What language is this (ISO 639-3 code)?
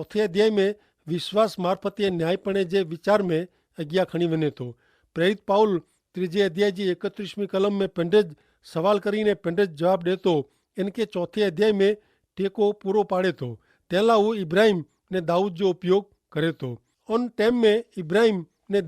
kfr